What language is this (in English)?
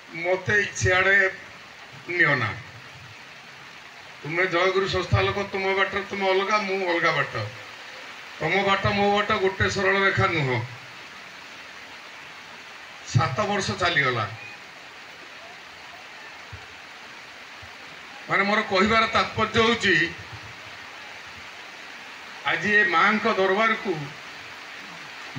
Odia